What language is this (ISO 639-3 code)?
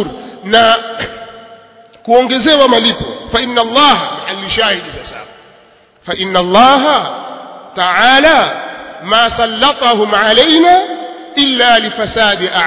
swa